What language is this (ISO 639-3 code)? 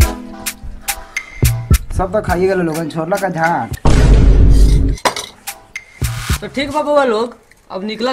bho